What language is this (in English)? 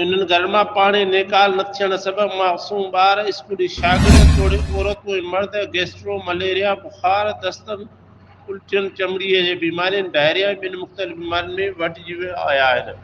Sindhi